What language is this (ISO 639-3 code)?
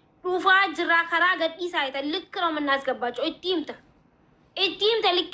orm